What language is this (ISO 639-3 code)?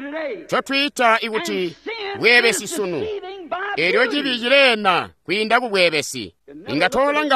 toi